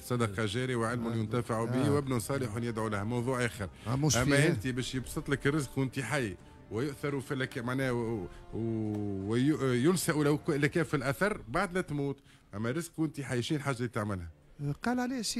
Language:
Tunisian Arabic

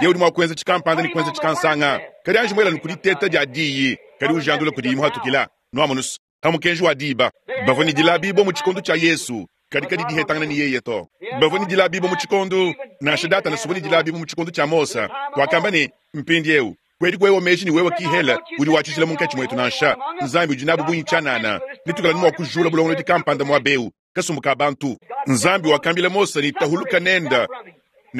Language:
Luba-Lulua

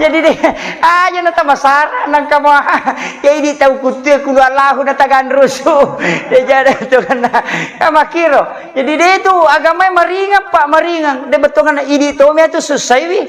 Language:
Buginese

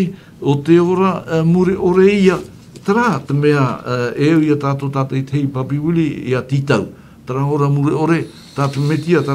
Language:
Tahitian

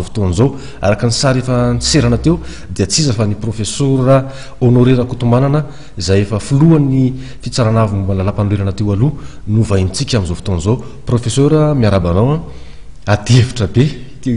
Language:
Malagasy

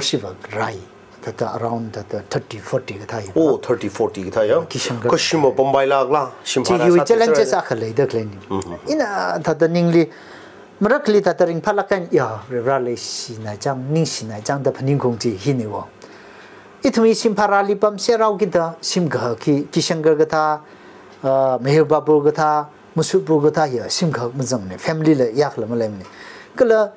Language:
Tangkhul Naga (India)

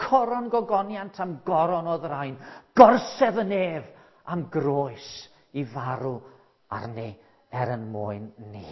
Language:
Welsh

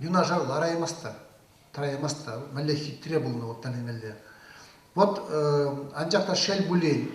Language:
Chuvash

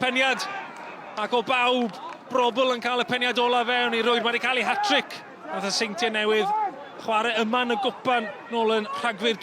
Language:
Welsh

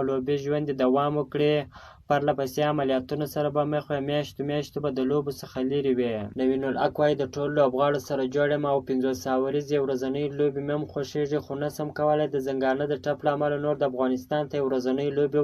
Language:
Pashto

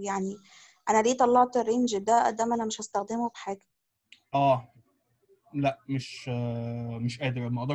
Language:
Egyptian Arabic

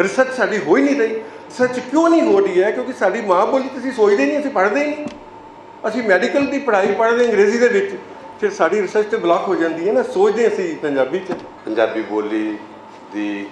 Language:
Western Panjabi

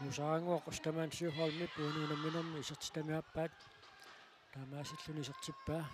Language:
Kalaallisut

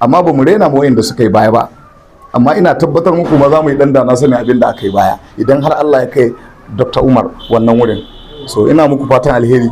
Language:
Hausa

